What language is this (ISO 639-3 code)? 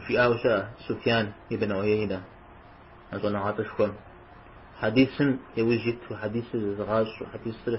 kbd